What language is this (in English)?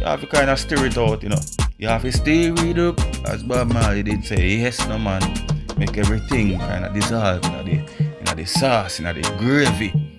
Jamaican Creole English